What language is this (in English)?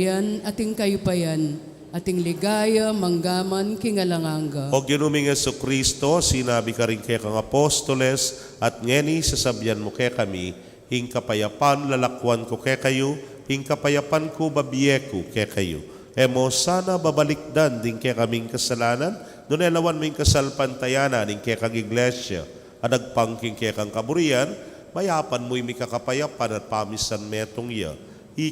Pampanga